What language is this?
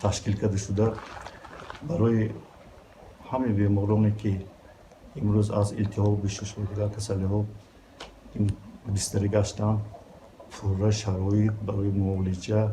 Tajik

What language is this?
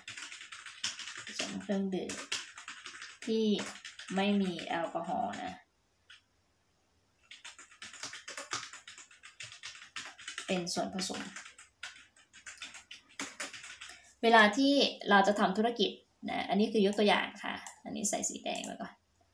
Thai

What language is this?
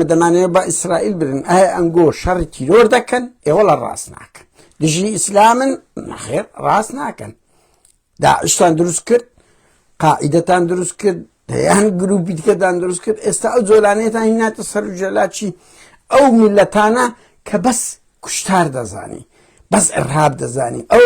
Central Kurdish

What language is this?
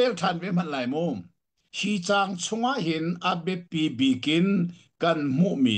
Hakha Chin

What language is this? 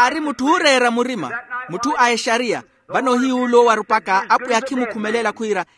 Makhuwa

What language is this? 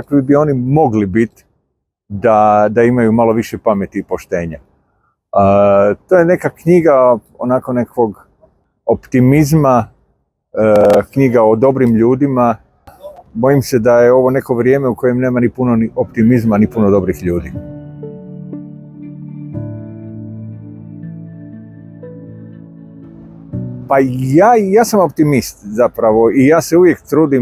Croatian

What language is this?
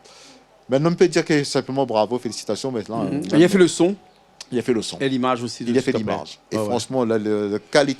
Réunion Creole French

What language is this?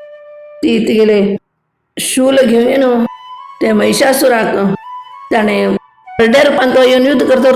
Konkani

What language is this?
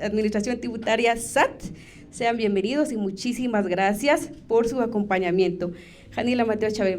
Kaqchikel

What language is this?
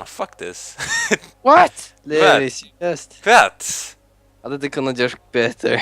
Faroese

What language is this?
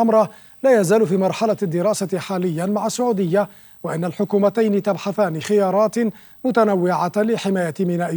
Arabic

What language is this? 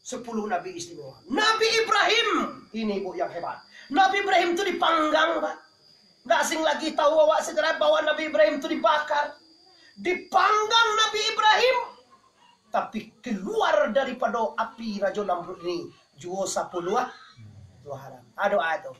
Minangkabau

